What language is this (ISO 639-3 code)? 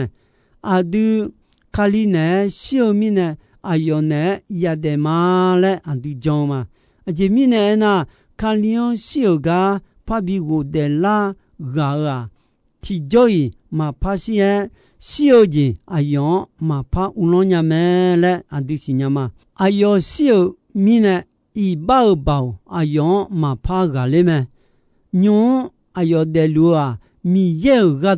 ahk